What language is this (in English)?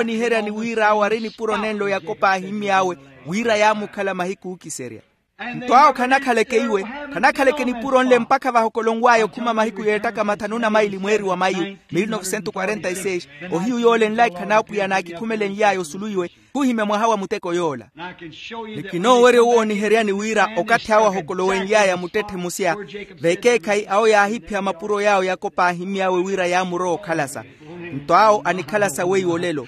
Makhuwa